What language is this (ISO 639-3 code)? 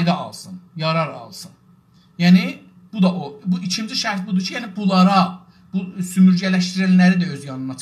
azb